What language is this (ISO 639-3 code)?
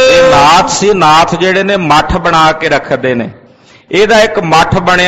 pan